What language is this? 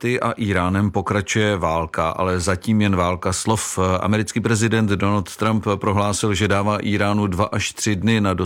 Czech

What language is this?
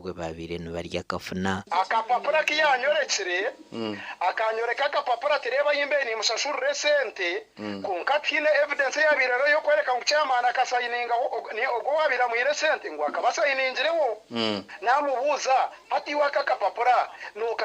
Nyankole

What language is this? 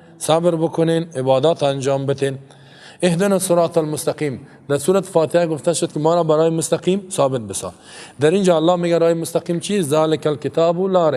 Persian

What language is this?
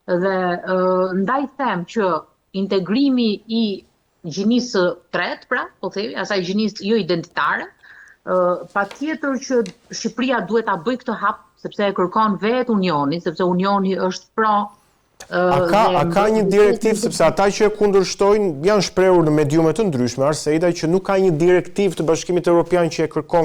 Albanian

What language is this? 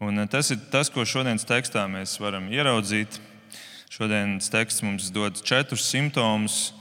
Latvian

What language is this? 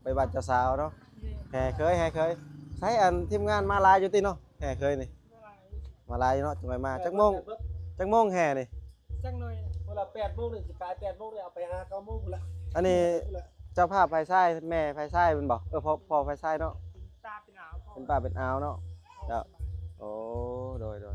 Lao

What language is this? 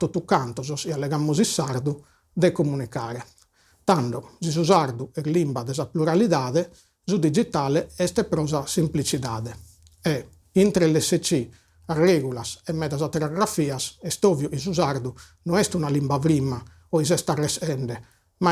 Sardinian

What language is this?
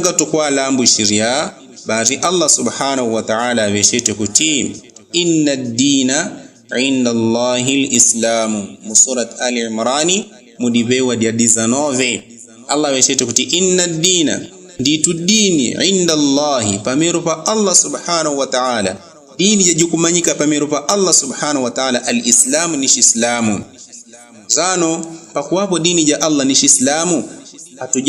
Yao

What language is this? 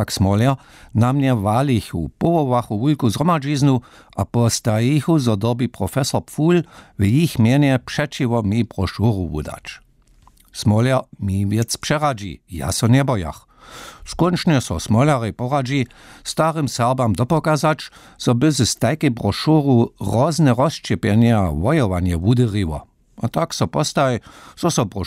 Upper Sorbian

